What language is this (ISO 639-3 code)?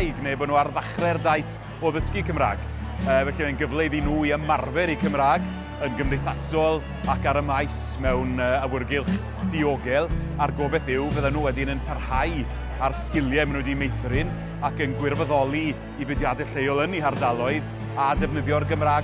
cym